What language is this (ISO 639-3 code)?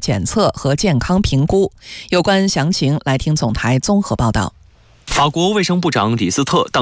zho